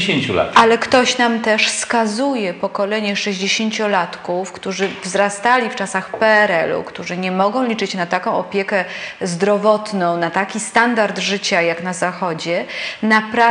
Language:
Polish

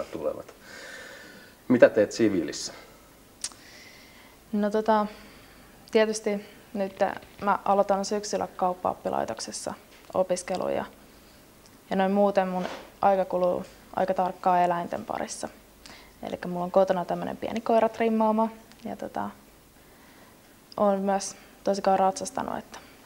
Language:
Finnish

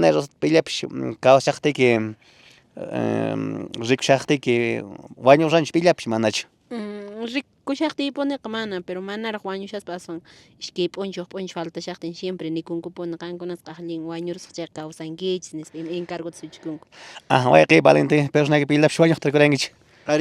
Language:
Quechua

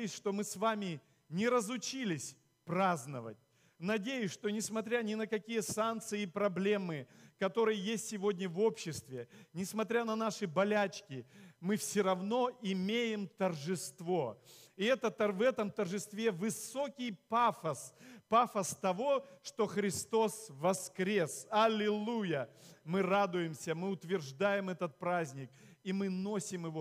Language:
Russian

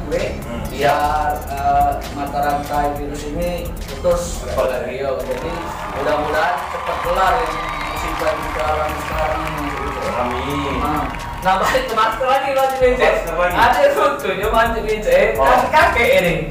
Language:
Musi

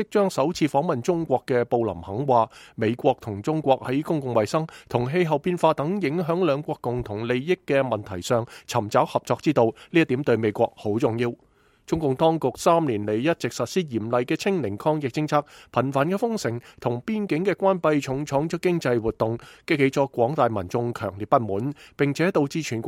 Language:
Cantonese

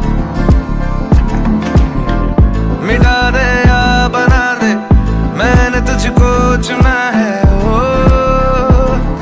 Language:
Hindi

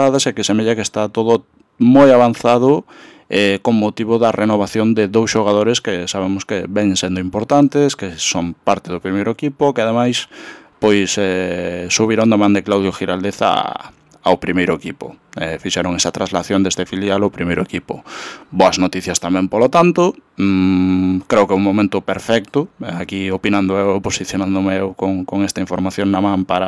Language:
Galician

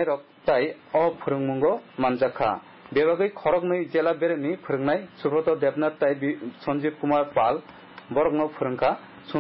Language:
Kok Borok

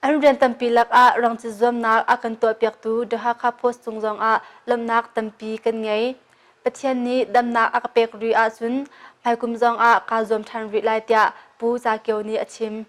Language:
Hakha Chin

